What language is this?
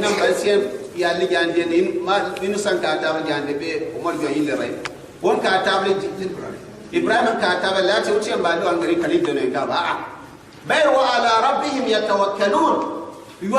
Gourmanchéma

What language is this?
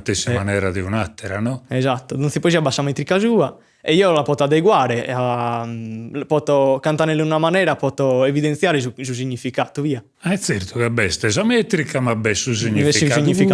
Sardinian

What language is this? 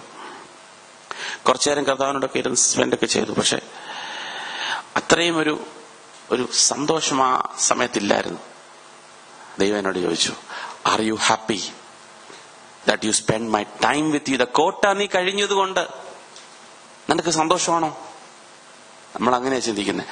Malayalam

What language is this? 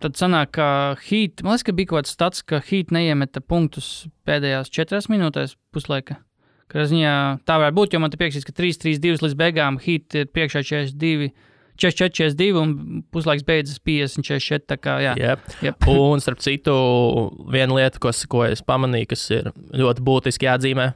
Latvian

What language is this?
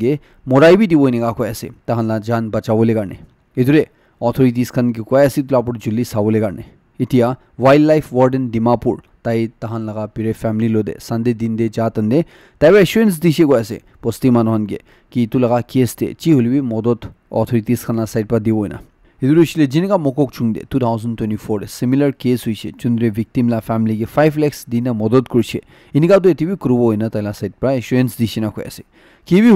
Naga Pidgin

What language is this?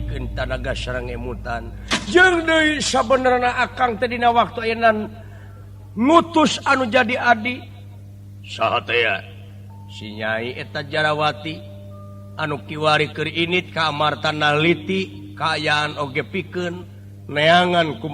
Sundanese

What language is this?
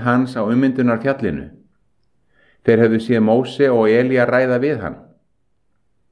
Icelandic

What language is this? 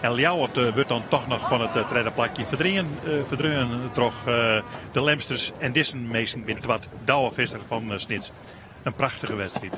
Western Frisian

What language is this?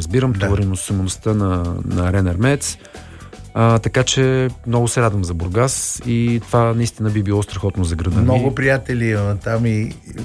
Bulgarian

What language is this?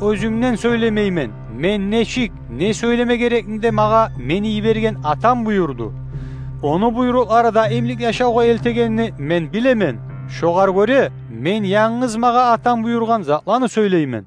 Kumyk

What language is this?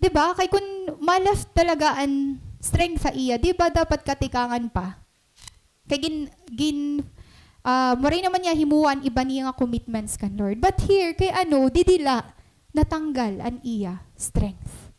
Waray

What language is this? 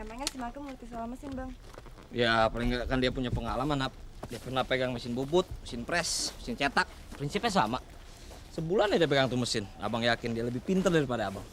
Betawi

